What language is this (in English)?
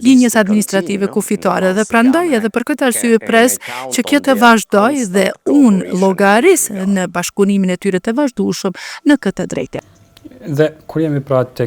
Albanian